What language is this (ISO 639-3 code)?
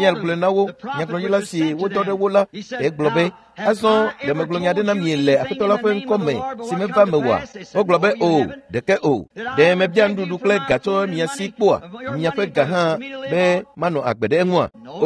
ewe